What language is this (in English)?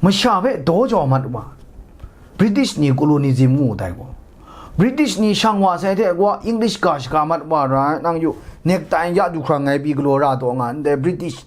Kachin